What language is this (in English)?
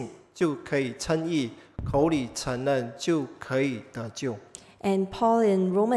Chinese